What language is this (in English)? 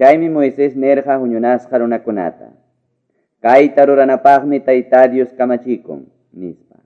Quechua